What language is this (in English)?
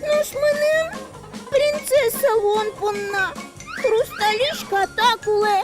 Udmurt